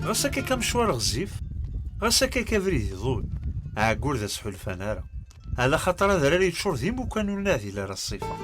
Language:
Kabyle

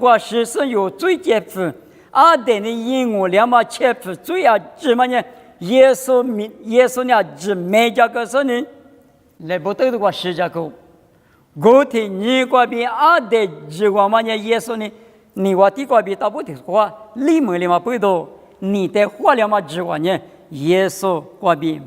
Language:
Lisu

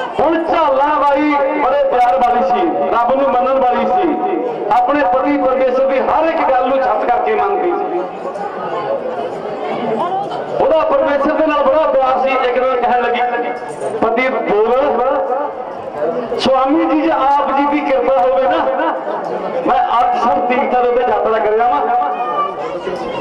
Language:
Punjabi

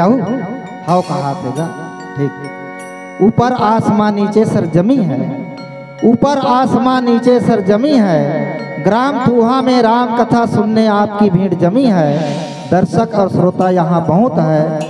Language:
Chhattisgarhi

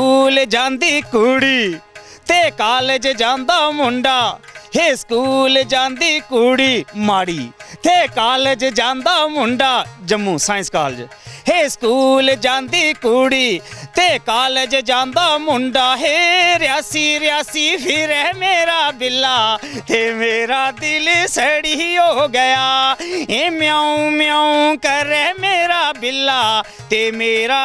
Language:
Dogri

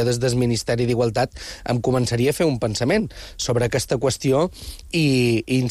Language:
Catalan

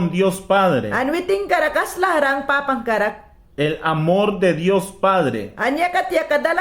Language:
Mayangna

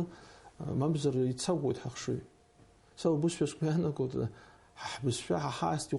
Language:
Abkhazian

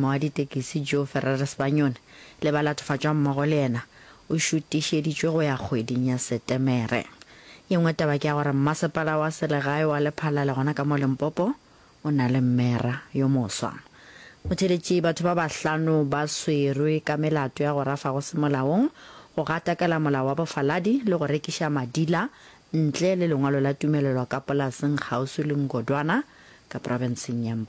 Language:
Northern Sotho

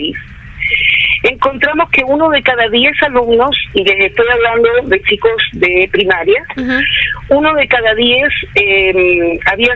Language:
Spanish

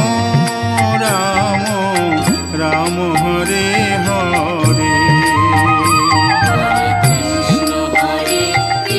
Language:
Bangla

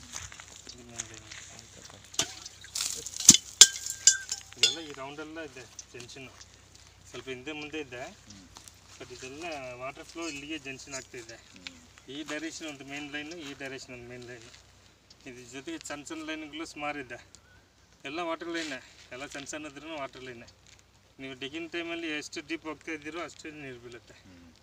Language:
Kannada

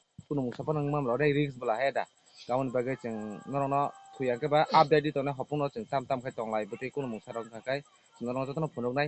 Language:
Kok Borok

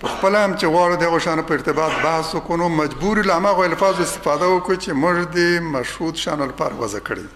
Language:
Pashto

